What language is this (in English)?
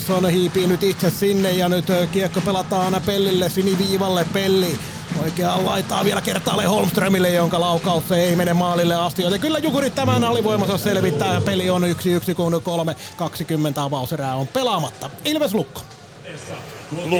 Finnish